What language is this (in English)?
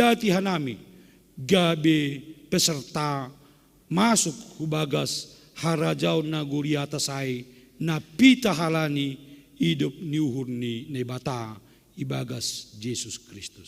Batak Simalungun